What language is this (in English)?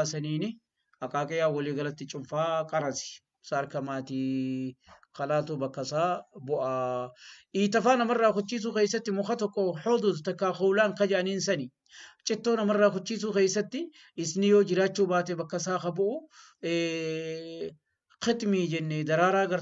Oromo